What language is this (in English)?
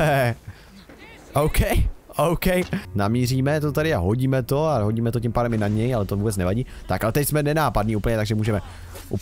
Czech